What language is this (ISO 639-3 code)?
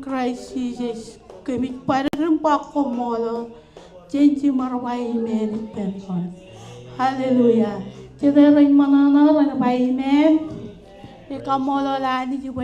mah